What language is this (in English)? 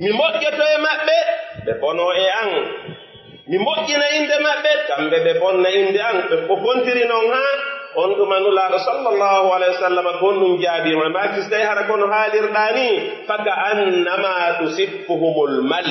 Pular